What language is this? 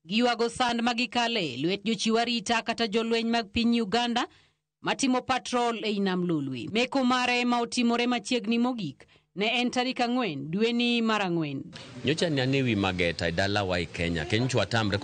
Luo (Kenya and Tanzania)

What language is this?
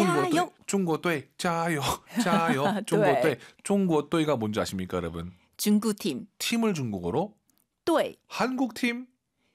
Korean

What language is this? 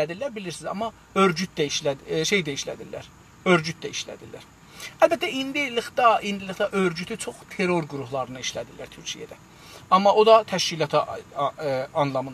South Azerbaijani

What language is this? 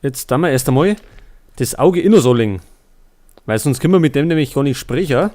Bavarian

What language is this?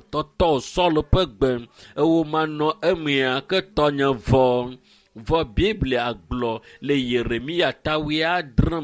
Ewe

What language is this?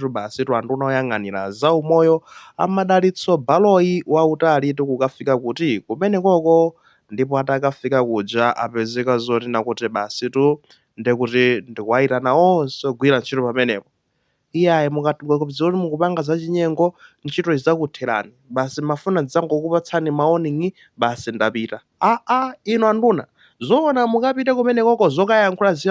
Nyanja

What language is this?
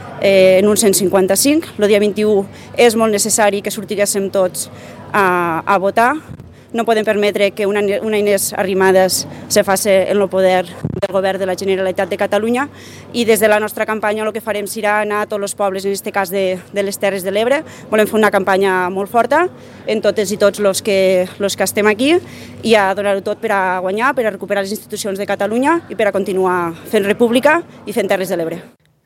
Catalan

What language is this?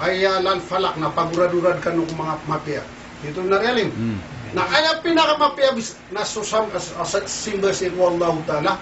Maranao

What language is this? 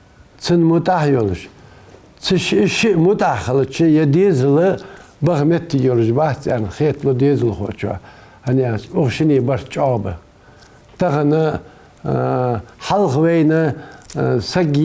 Ingush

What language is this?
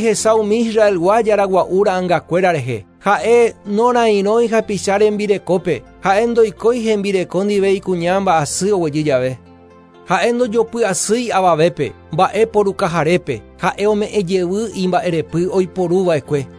Guarani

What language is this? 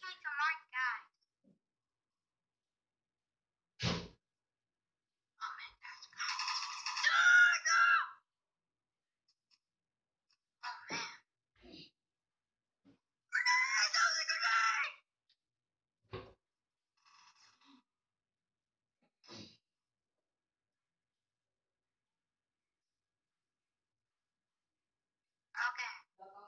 English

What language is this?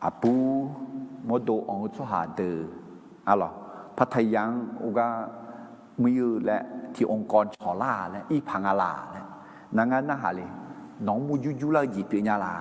Akha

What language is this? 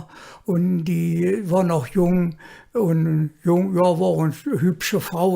Colognian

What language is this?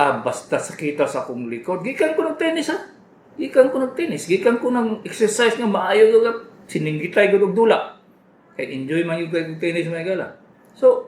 Cebuano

